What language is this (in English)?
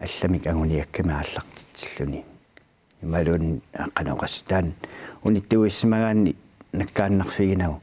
Kalaallisut